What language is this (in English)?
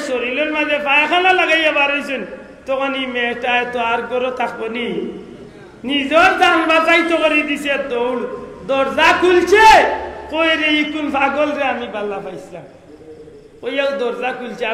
Sylheti